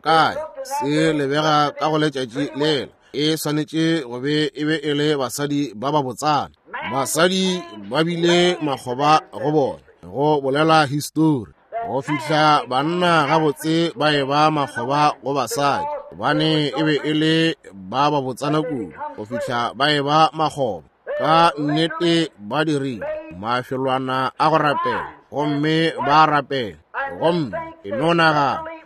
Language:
Northern Sotho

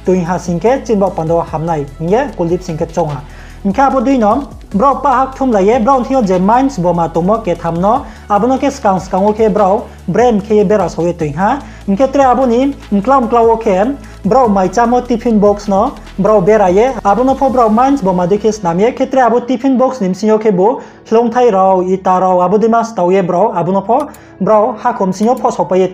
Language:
Riang (India)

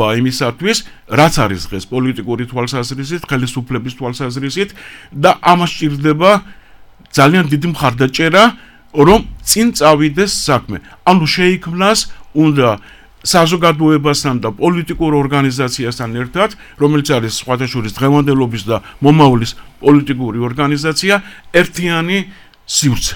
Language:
Georgian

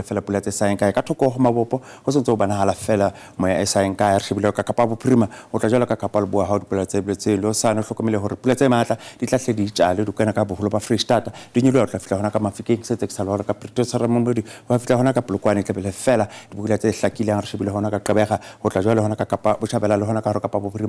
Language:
Southern Sotho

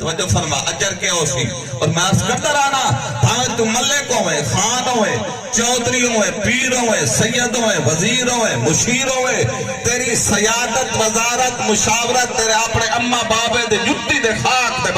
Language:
Saraiki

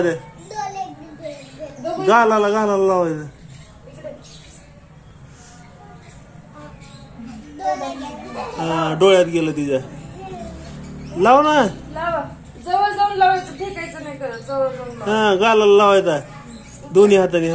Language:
Marathi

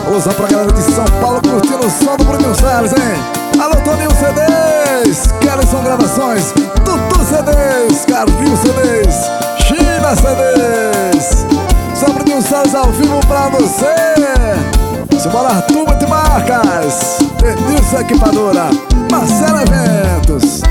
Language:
Portuguese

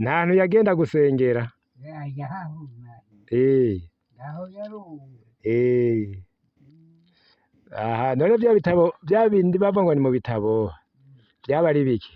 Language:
Rundi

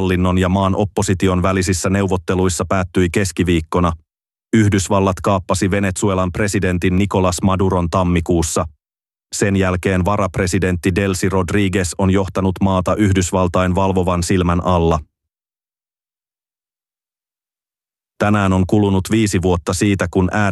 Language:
Finnish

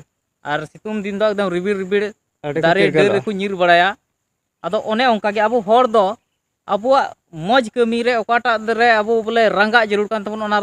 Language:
Santali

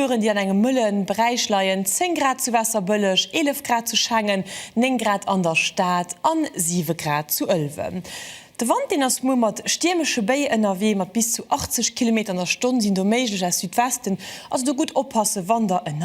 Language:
Luxembourgish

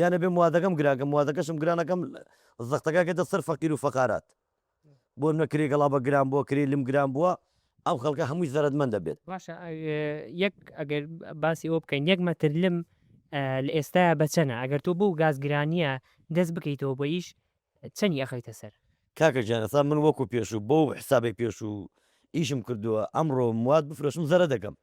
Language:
Central Kurdish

